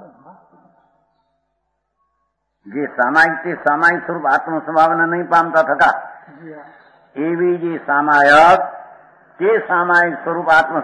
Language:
Gujarati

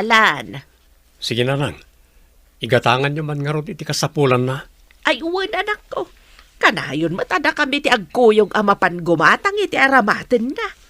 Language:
Iloko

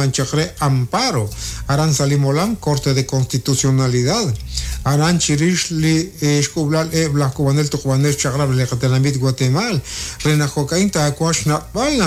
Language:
Kekchí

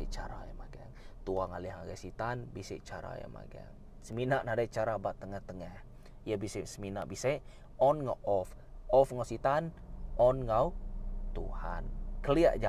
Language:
Iban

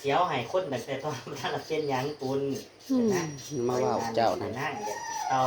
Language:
Northeastern Thai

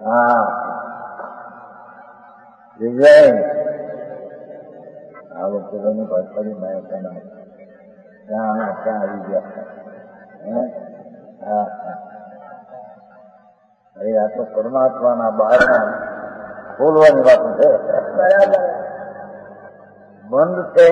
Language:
Gujarati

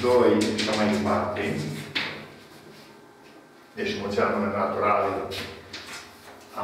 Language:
Romanian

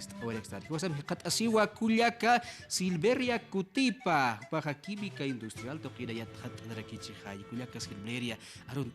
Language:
Aymara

